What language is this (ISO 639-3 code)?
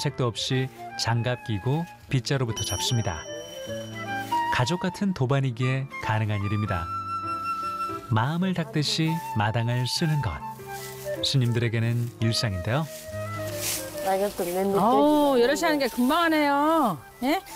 kor